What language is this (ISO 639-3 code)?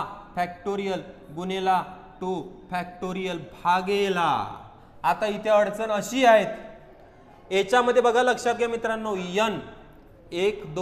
mar